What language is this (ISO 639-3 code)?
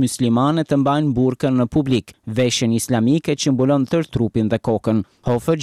sqi